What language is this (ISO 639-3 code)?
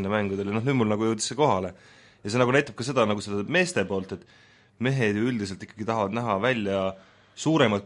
est